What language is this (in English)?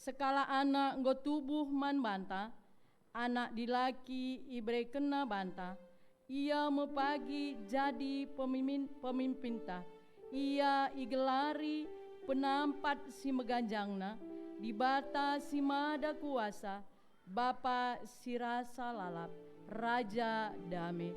Batak Karo